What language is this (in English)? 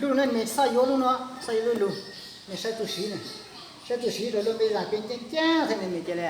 Hmong